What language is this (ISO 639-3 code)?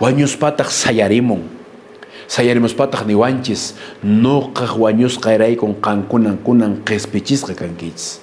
que